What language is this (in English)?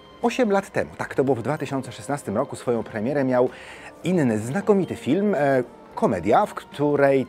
Polish